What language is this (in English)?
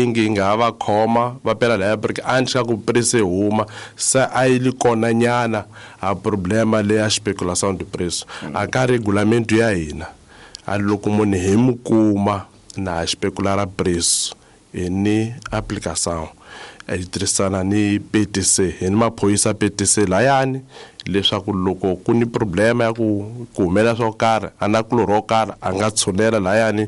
Tsonga